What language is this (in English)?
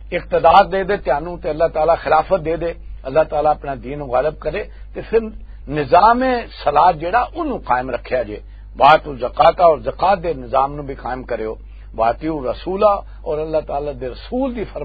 Western Panjabi